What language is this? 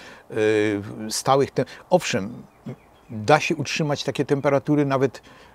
Polish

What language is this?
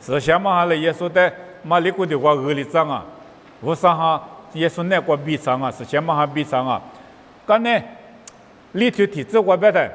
Lisu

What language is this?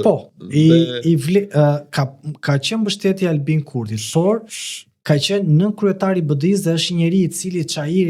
Albanian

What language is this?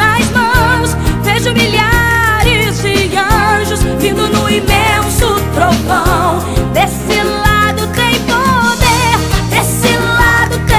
Portuguese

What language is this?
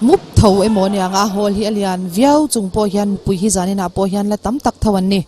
Mizo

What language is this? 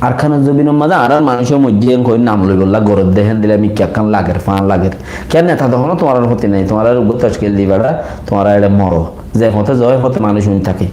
Rohingya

